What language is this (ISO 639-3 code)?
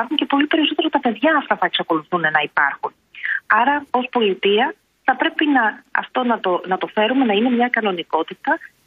ell